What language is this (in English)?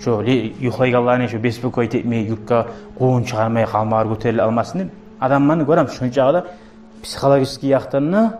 Kumyk